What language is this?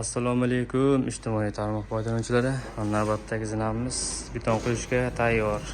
Uzbek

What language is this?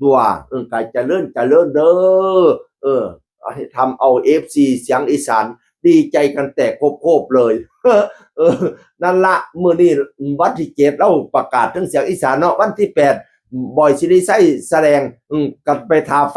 Northeastern Thai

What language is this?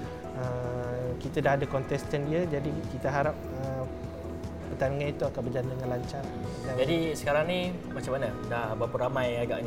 Malay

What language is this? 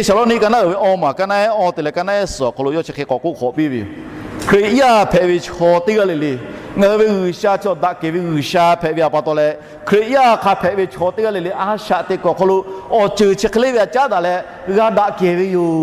Lahu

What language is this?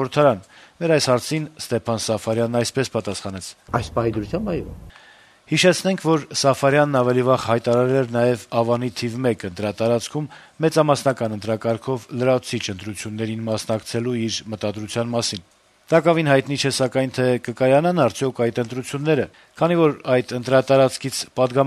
Armenian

